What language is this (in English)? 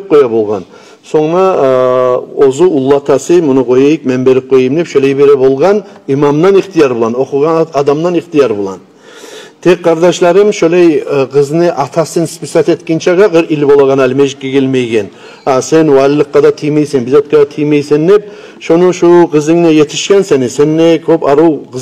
Kumyk